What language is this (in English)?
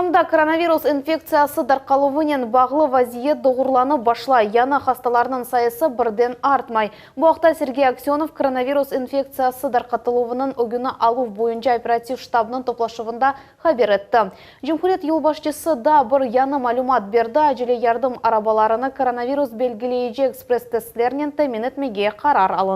Crimean Tatar